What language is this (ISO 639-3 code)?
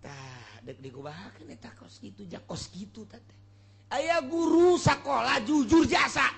sun